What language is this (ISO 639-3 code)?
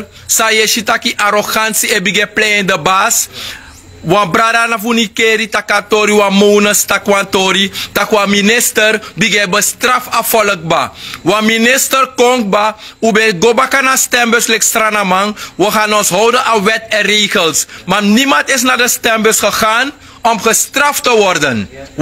srn